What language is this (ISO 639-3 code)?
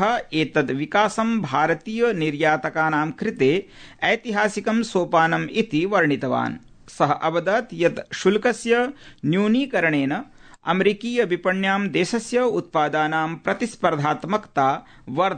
san